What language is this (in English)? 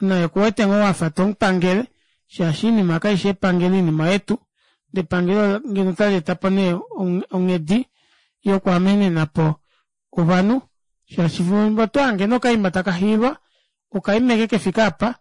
Kuanyama